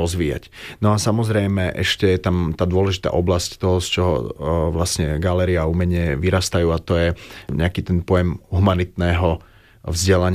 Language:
Slovak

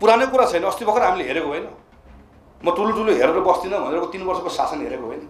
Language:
Nepali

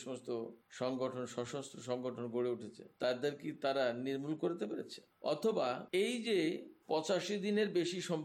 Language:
Bangla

